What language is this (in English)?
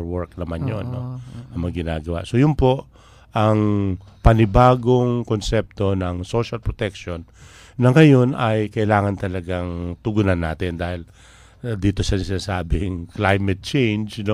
Filipino